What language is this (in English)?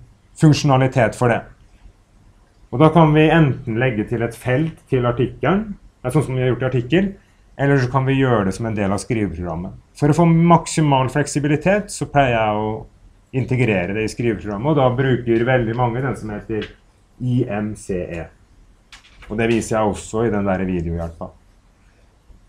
Norwegian